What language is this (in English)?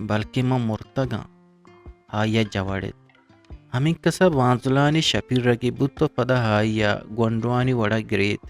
Eastern Balochi